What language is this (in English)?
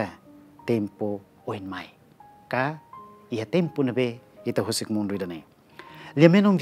Tetum